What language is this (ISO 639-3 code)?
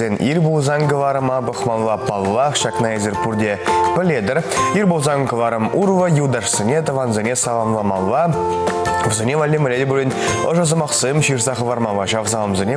chv